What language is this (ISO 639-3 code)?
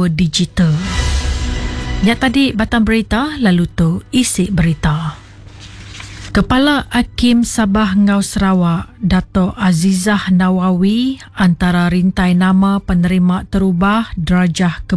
iba